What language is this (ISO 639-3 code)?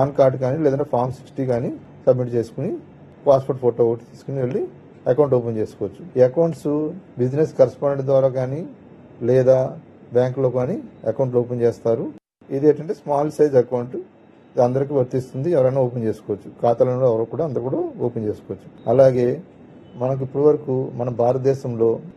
tel